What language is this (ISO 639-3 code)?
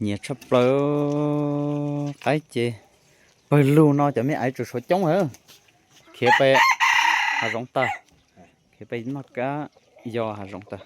hmn